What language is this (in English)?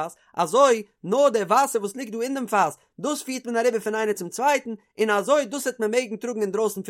Yiddish